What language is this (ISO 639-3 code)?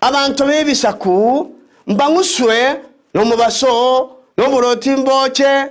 guz